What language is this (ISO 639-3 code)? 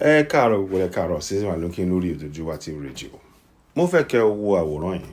yor